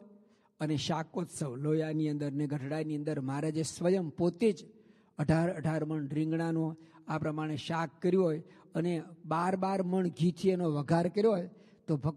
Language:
Gujarati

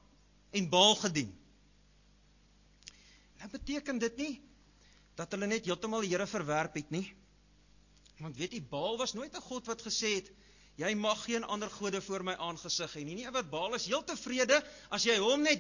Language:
Afrikaans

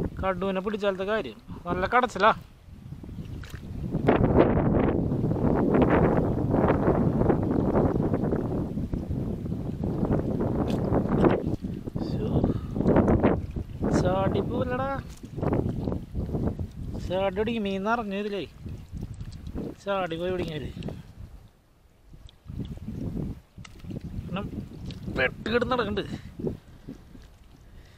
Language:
Malayalam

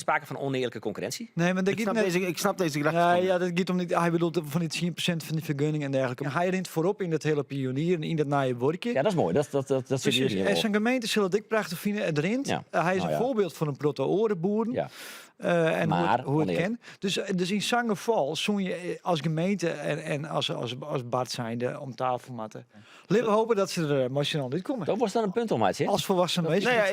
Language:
Western Frisian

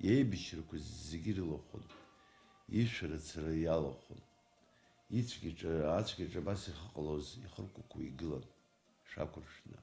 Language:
Abkhazian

